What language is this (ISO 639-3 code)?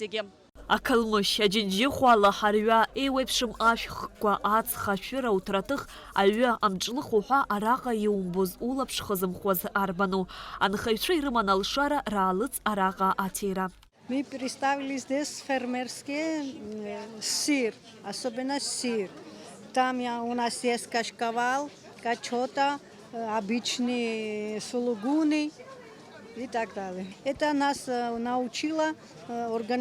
abk